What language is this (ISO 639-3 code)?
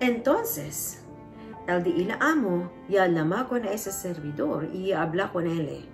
cbk